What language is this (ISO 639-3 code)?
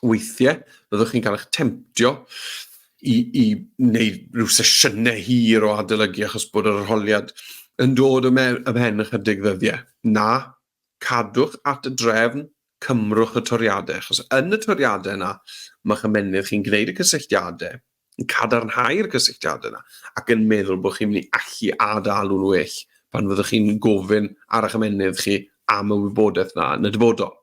cym